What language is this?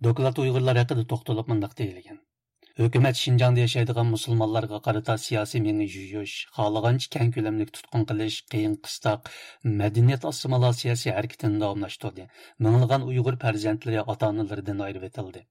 Uyghur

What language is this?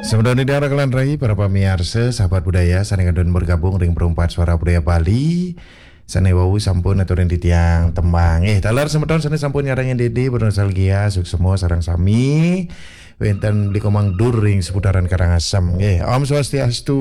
Balinese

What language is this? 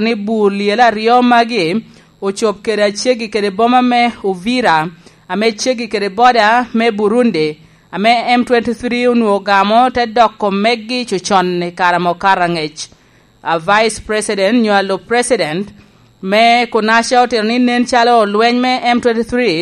Lango (Uganda)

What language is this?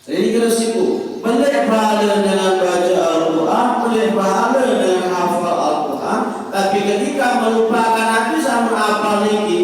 Sasak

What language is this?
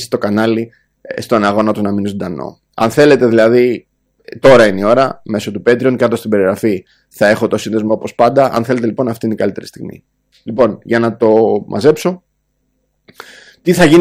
Greek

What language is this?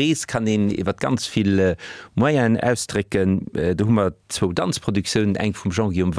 Luxembourgish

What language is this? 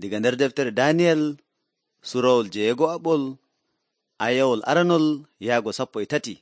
Nigerian Fulfulde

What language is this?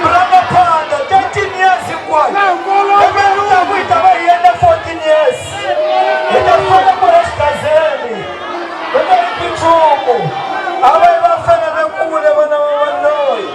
Tsonga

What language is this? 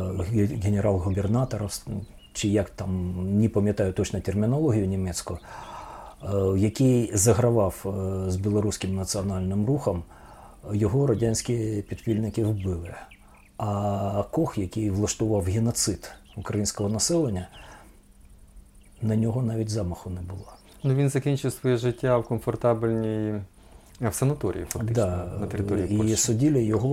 Ukrainian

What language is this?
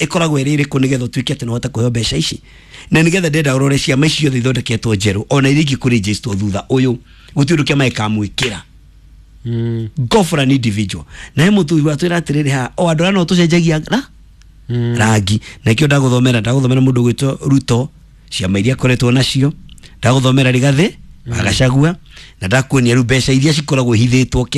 Kikuyu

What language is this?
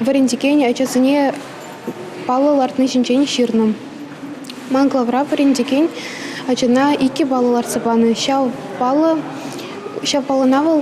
Chuvash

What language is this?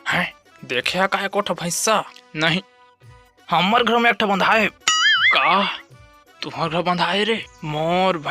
Chhattisgarhi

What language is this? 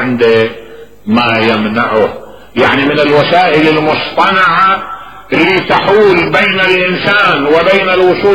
Mesopotamian Arabic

